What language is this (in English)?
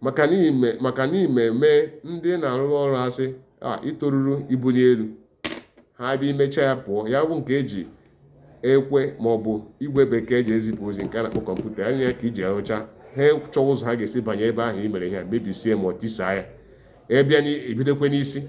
Igbo